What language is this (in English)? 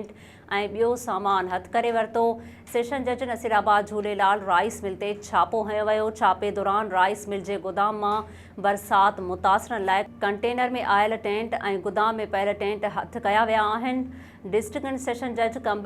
Sindhi